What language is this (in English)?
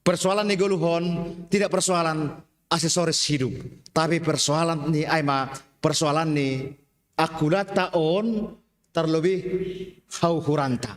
Batak Simalungun